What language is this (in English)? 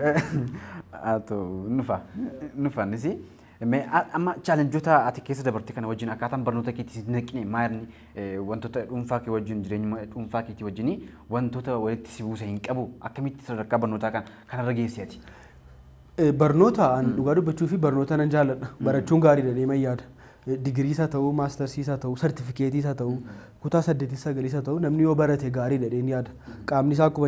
Oromo